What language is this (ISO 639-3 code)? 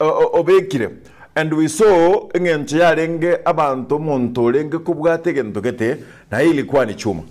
guz